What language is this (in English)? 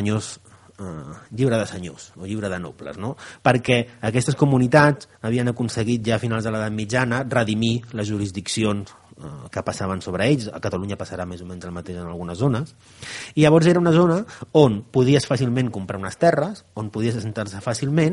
Catalan